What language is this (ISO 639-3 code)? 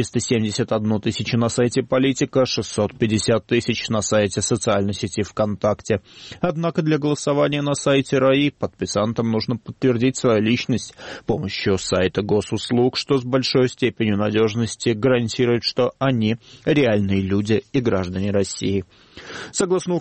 rus